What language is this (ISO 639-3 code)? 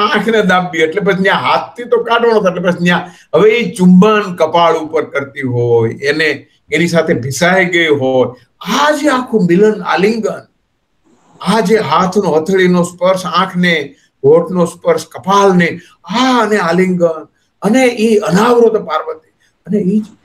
guj